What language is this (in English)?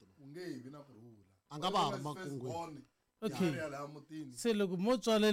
Tsonga